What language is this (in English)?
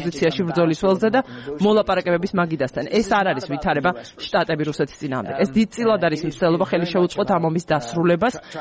Georgian